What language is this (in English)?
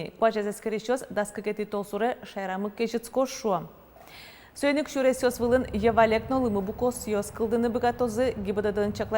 Udmurt